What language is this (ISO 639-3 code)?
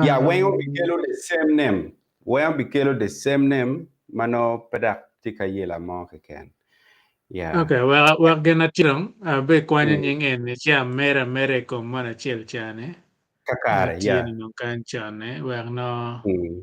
ach